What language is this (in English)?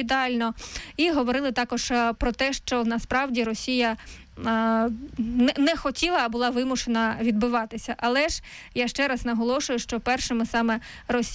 Ukrainian